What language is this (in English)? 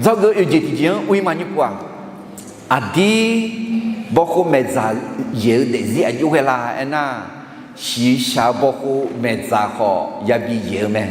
Akha